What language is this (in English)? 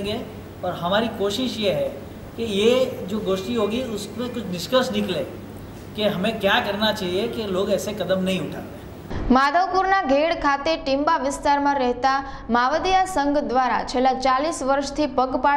Gujarati